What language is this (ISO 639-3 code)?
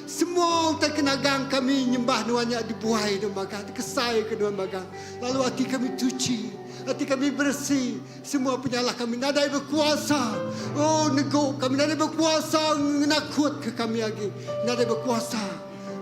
iba